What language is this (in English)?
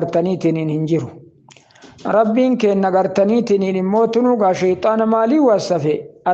Oromo